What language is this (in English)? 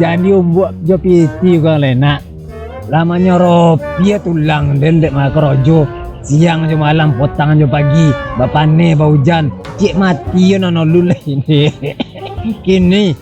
Minangkabau